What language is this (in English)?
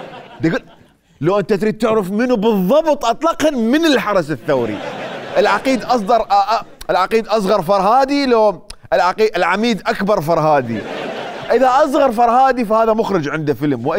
Mesopotamian Arabic